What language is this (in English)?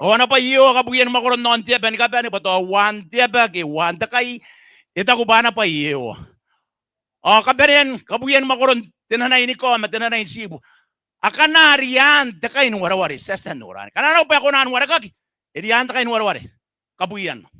Gilbertese